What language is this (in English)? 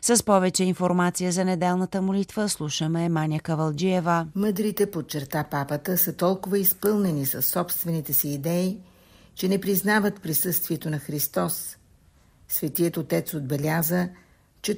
Bulgarian